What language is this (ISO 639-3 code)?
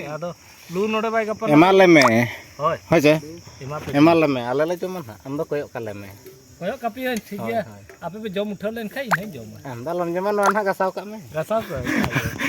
sat